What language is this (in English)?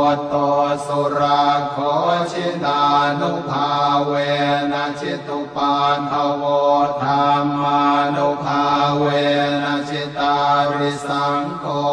Pali